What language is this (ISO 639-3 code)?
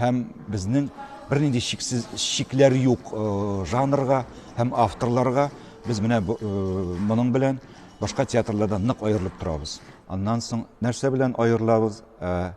tat